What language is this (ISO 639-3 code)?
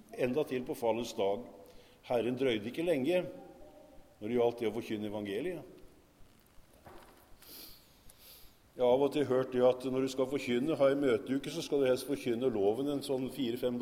nor